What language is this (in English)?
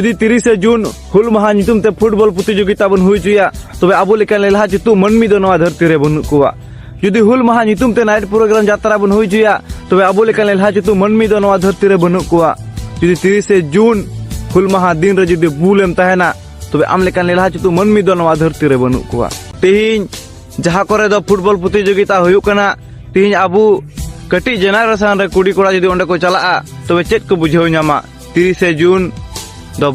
Santali